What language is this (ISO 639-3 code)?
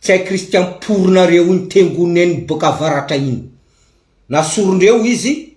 mlg